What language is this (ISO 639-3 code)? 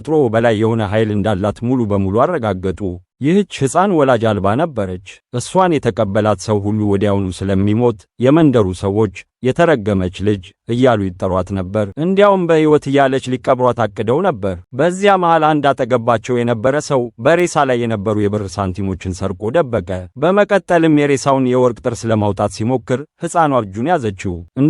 amh